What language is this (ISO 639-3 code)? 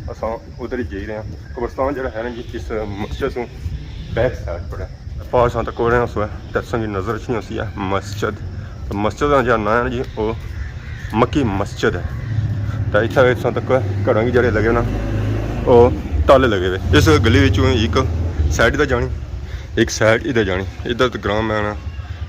phr